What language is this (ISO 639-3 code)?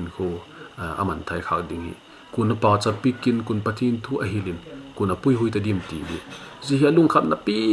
vap